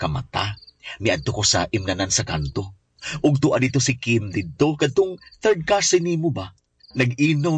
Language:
Cebuano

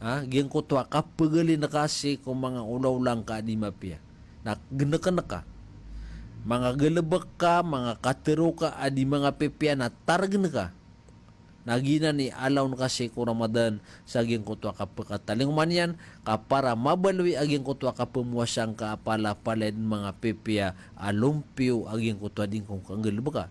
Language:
Maranao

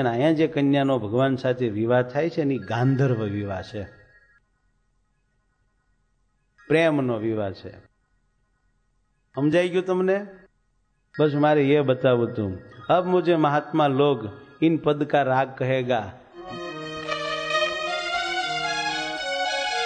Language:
Gujarati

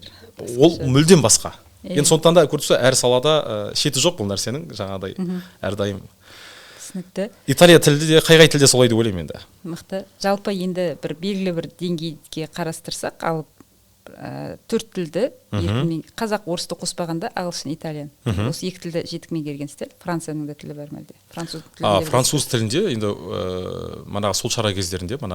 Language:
Kazakh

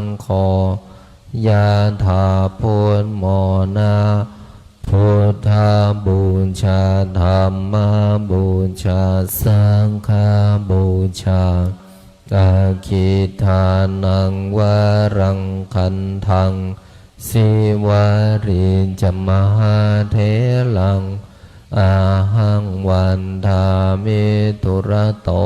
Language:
Pali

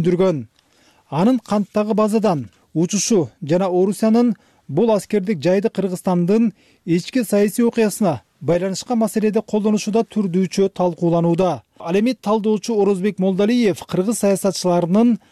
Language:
Kyrgyz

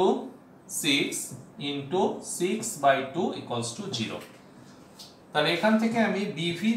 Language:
Bangla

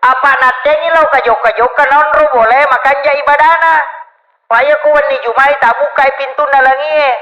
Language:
Buginese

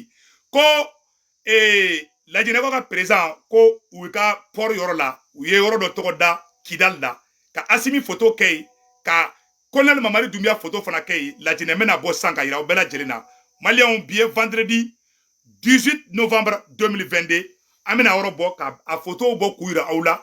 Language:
Bambara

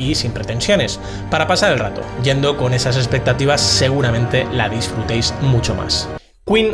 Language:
Spanish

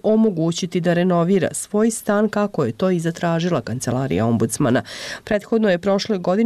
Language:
Bosnian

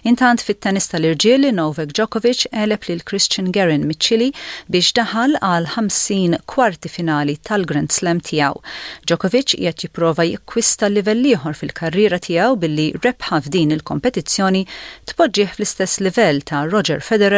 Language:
Maltese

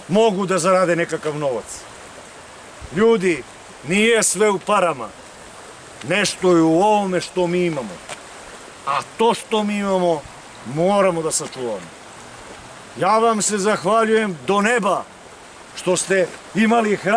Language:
Serbian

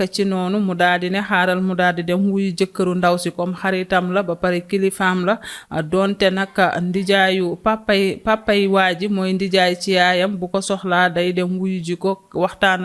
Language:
Wolof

